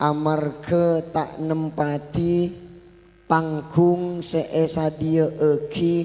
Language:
Madurese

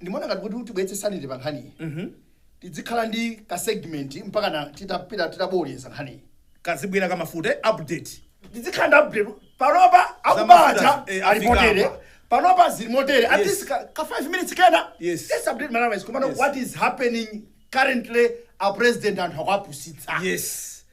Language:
Nyanja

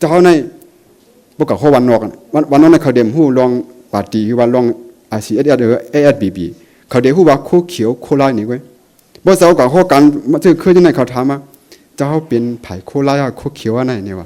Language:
Shan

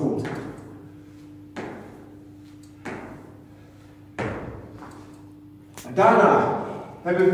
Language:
Dutch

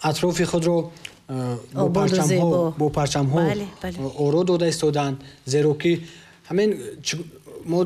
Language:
Tajik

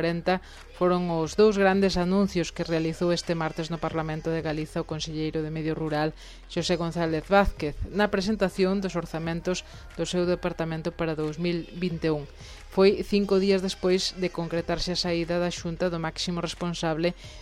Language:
Galician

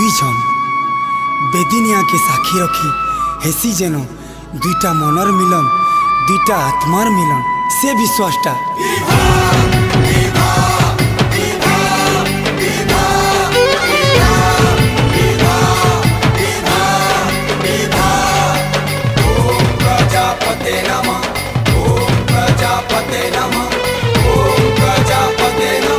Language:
Sambalpuri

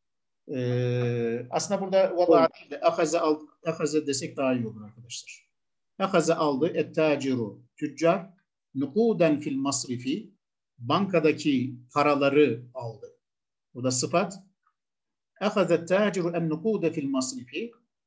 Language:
Turkish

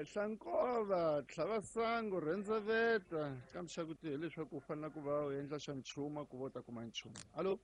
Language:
Tsonga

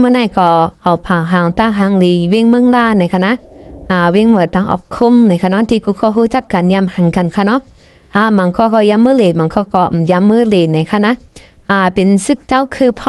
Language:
Shan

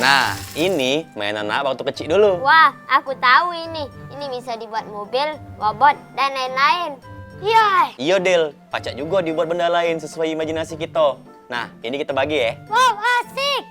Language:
Musi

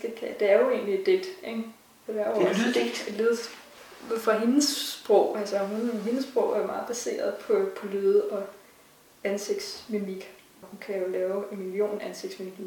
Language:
Danish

